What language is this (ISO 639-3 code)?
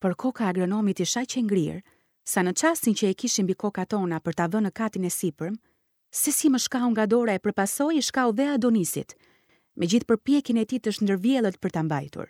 sqi